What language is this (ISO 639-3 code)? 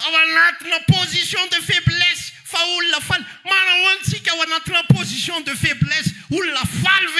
mlg